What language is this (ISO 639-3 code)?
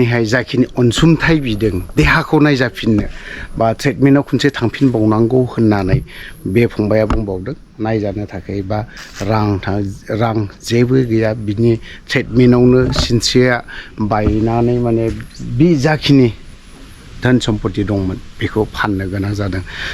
brx